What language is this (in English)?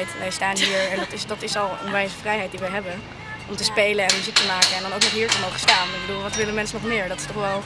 Dutch